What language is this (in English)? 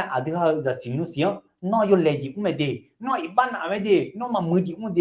Akha